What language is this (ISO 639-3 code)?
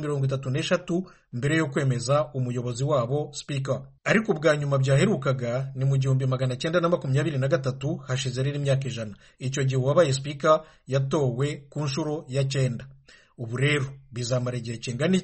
kin